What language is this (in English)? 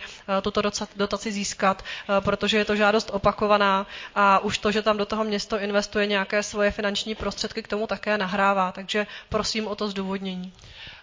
Czech